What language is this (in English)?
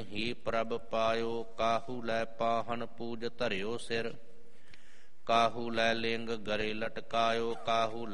Punjabi